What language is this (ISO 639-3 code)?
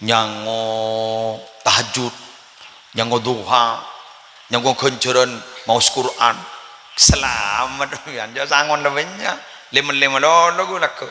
mad